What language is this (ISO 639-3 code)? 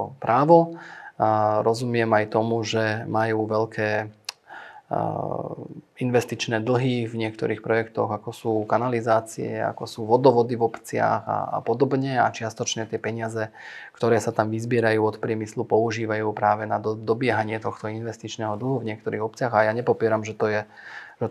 slk